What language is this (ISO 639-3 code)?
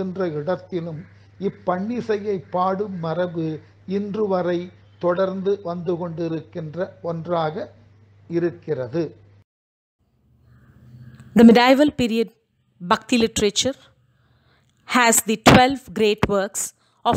tam